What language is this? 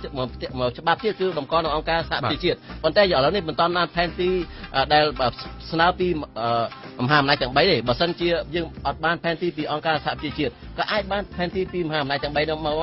Khmer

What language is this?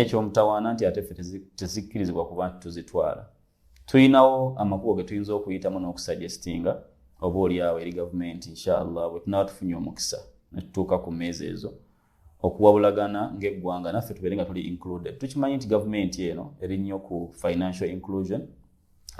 Ganda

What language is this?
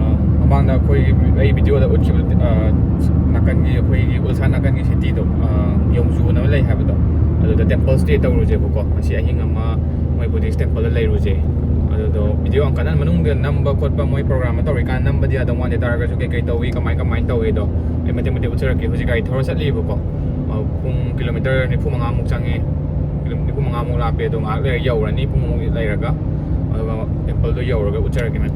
Manipuri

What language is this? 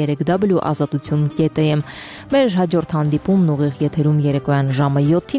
Armenian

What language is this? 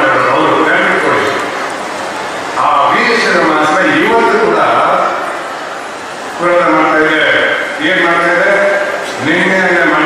Kannada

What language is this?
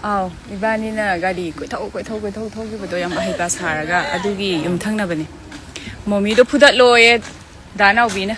Manipuri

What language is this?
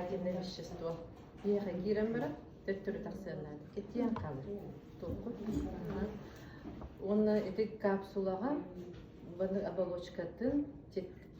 Yakut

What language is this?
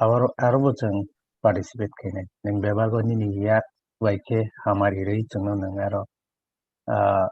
Kok Borok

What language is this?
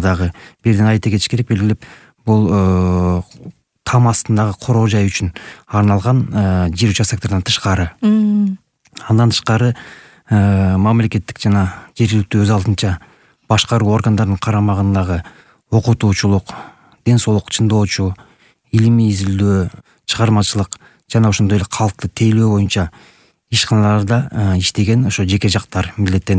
Kyrgyz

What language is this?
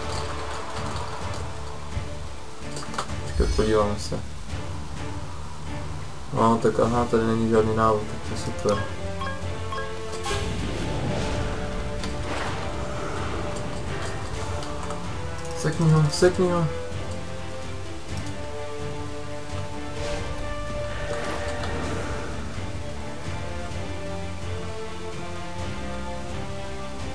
Czech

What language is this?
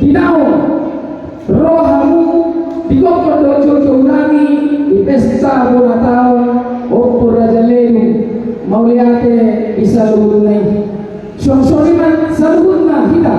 Batak Toba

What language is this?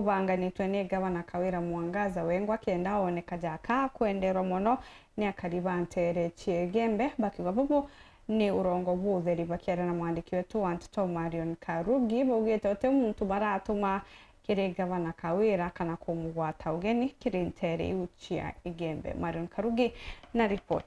Meru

